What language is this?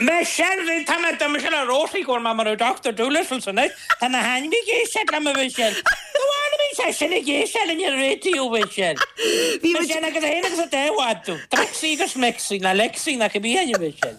Irish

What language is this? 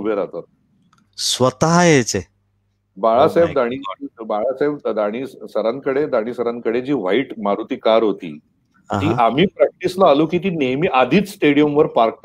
Marathi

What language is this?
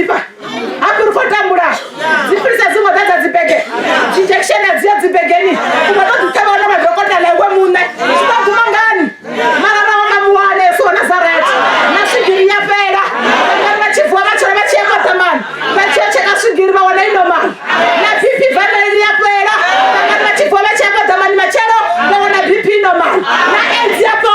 Venda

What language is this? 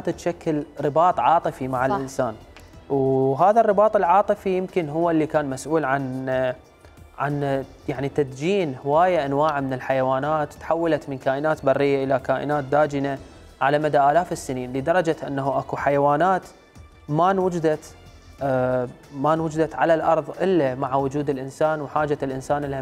Mesopotamian Arabic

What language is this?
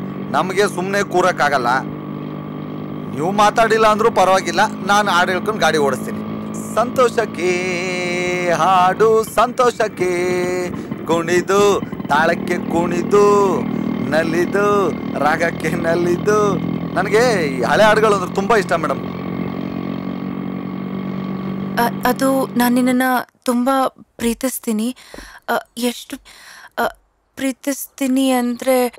Kannada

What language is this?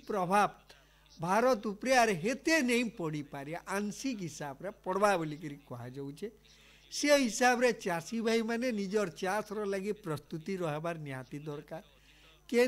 Odia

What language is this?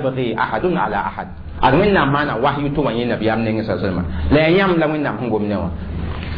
Mossi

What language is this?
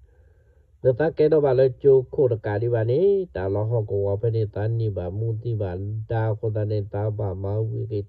S'gaw Karen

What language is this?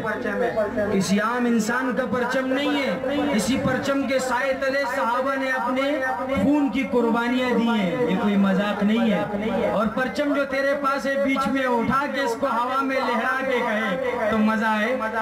Urdu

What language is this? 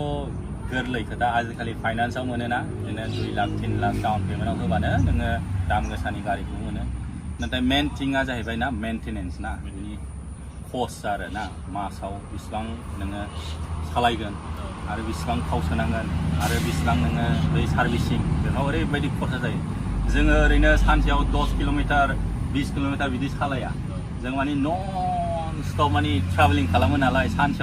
Bodo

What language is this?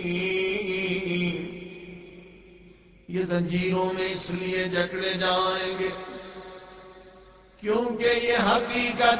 Urdu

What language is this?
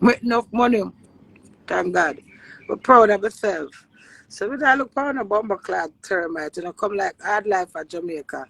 Jamaican Creole English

